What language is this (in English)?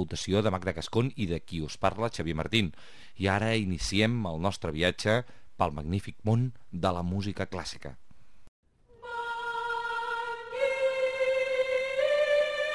Catalan